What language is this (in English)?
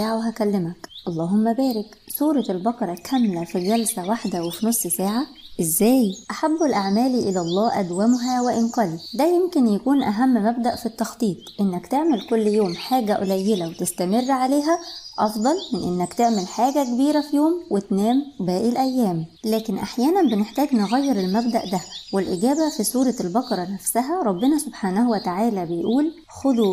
Egyptian Arabic